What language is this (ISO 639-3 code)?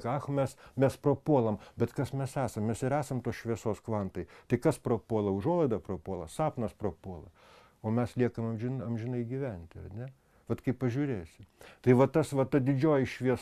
lit